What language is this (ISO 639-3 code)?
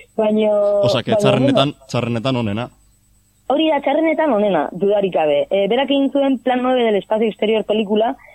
eus